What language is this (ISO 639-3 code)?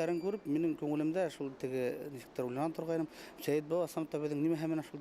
bak